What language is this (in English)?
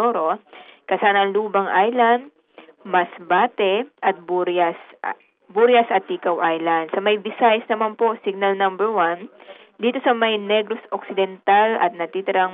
Filipino